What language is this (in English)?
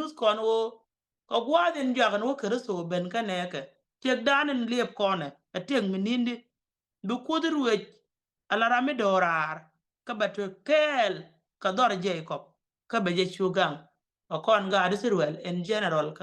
Nuer